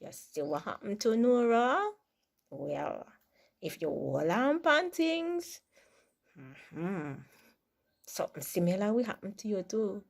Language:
Jamaican Creole English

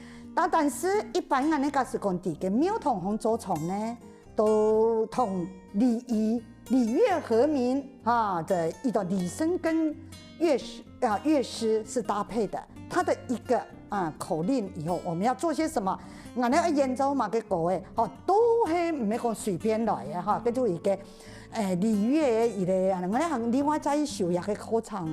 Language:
Hakka Chinese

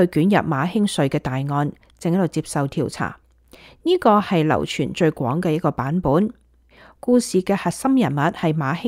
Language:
Cantonese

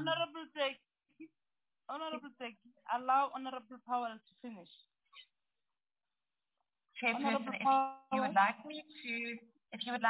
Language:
English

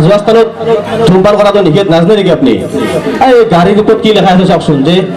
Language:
Assamese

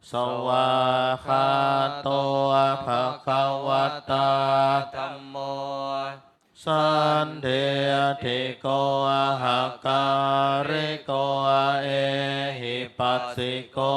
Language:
Pali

